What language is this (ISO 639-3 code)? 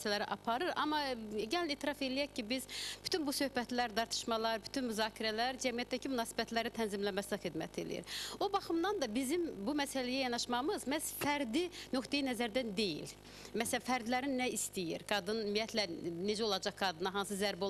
aze